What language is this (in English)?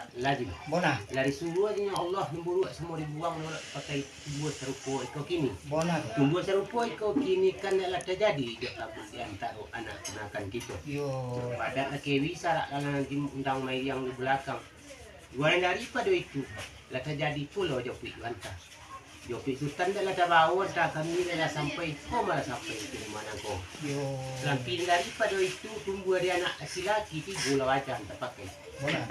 Minangkabau